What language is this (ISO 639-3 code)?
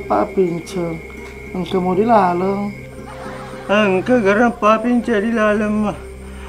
msa